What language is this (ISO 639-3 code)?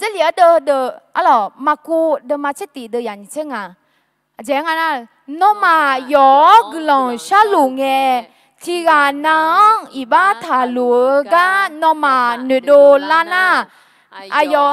ahk